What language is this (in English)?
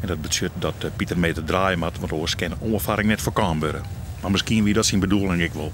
Western Frisian